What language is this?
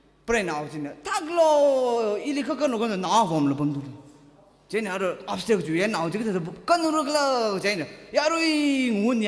Tangkhul Naga (India)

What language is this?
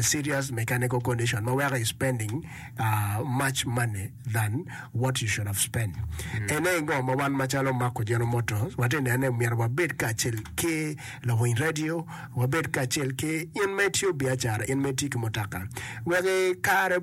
Acoli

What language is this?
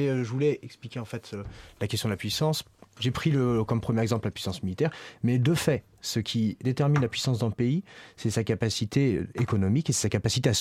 French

